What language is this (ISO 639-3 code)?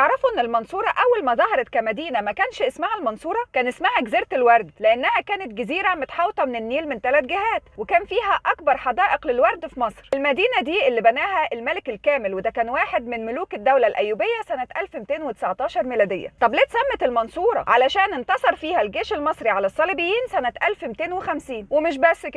arz